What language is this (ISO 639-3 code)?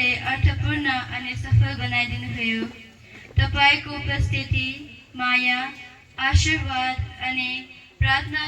nep